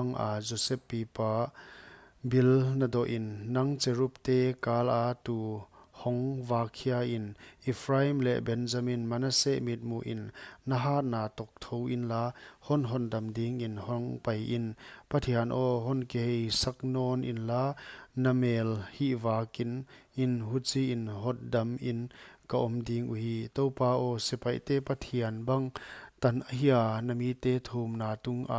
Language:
Paite Chin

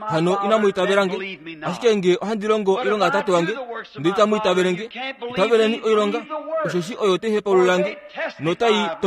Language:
Kuanyama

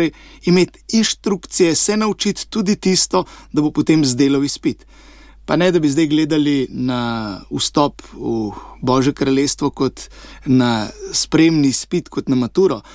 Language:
Slovenian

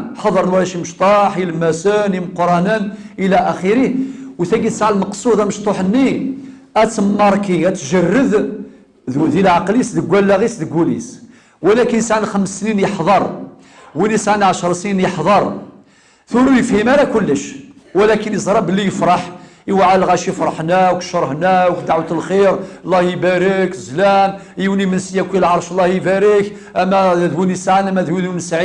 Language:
Kabyle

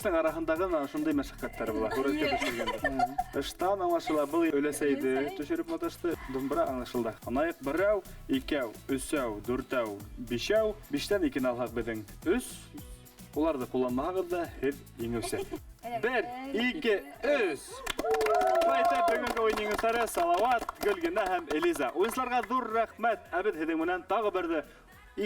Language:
Bashkir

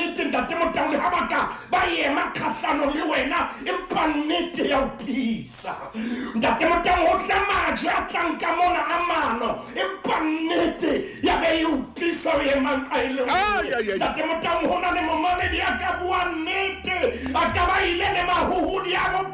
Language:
Southern Sotho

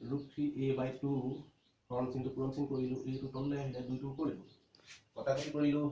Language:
Assamese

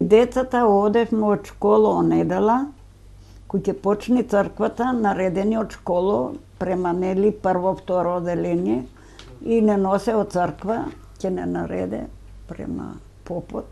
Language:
Macedonian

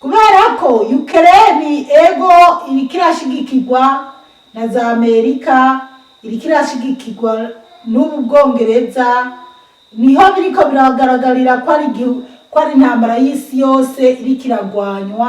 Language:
Rundi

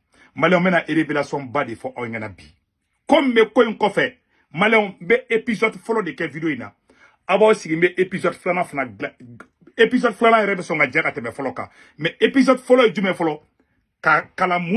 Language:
Bambara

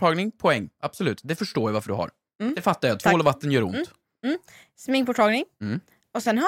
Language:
Swedish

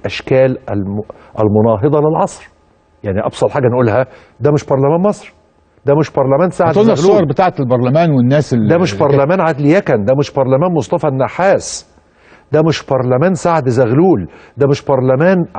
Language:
Egyptian Arabic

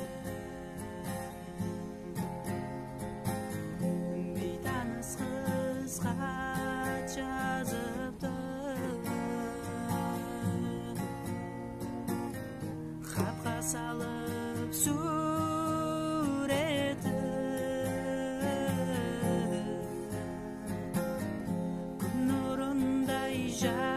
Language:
Kazakh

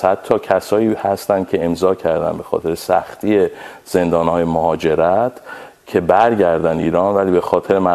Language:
Persian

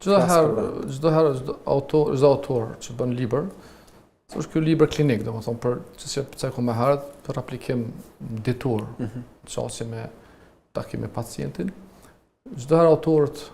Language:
Albanian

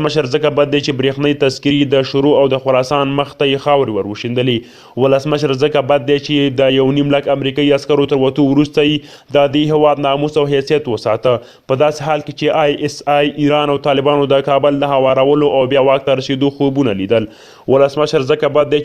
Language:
Pashto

